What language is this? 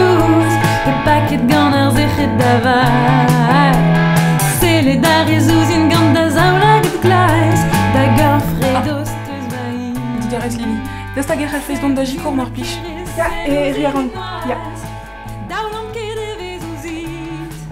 Breton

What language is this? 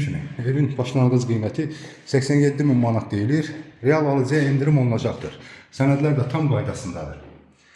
Azerbaijani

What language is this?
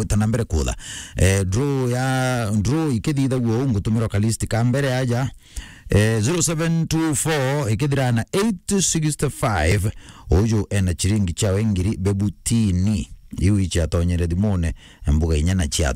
Meru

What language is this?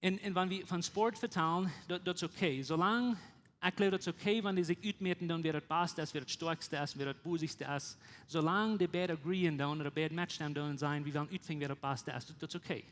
Plautdietsch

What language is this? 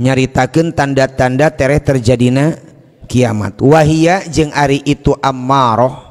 Sundanese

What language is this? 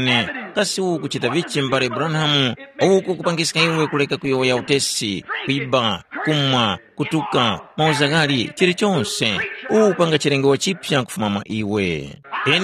Tumbuka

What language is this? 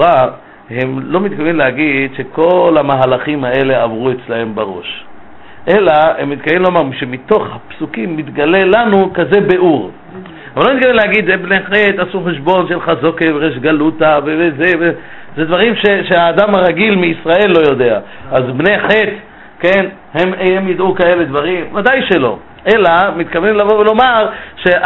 Hebrew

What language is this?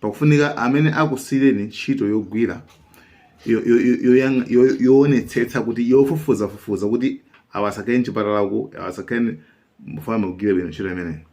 Nyanja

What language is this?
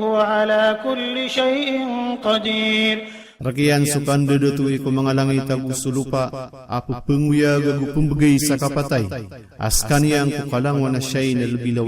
Maranao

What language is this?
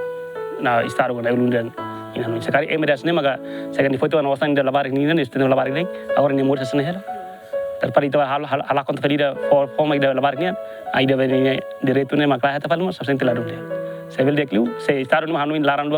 Tetum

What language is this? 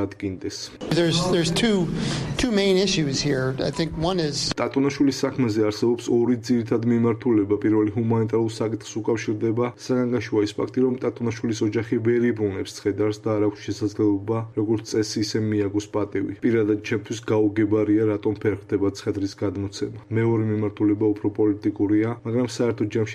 Georgian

